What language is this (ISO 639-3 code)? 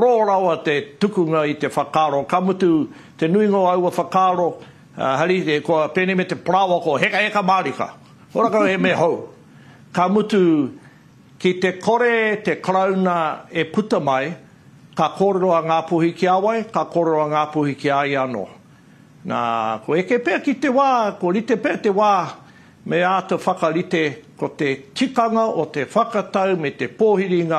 mri